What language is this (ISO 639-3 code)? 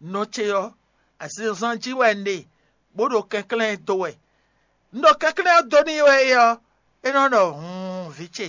fon